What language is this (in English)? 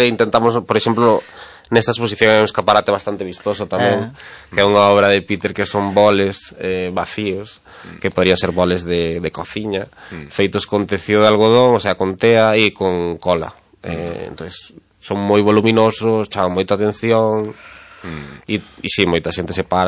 Galician